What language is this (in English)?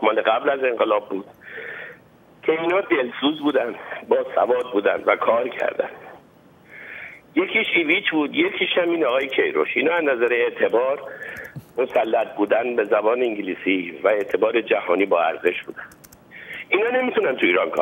Persian